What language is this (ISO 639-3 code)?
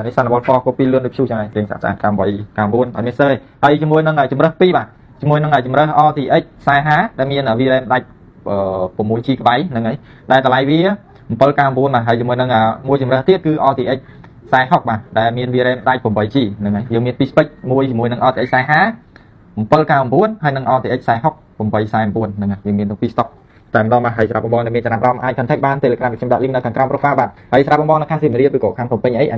khm